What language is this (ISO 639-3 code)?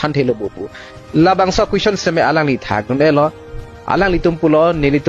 mjw